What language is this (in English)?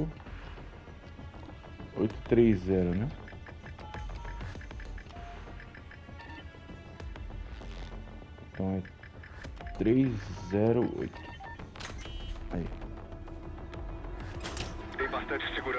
Portuguese